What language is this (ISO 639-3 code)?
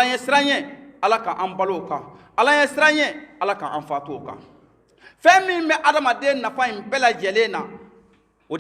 bam